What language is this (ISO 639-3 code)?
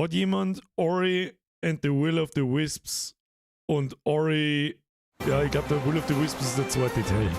bar